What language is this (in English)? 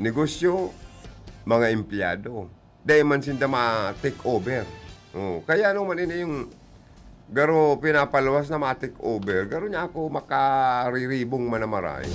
Bikol